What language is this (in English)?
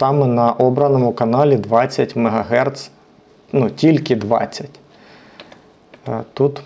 Ukrainian